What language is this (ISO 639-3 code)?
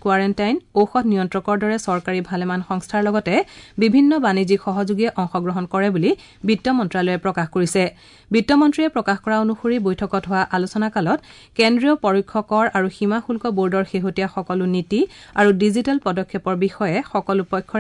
asm